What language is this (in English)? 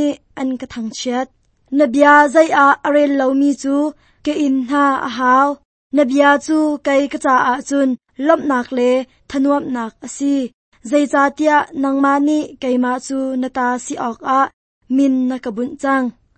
Hakha Chin